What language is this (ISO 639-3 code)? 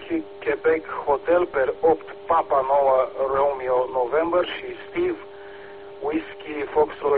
ron